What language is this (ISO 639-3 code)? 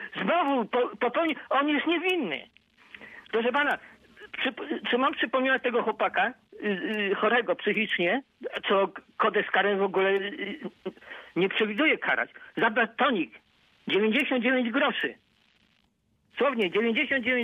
pol